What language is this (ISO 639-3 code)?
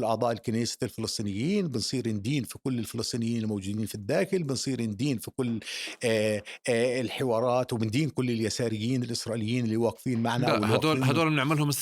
apc